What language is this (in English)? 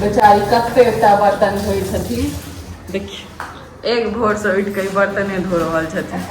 Maithili